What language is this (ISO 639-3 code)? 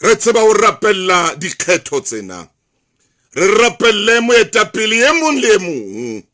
sot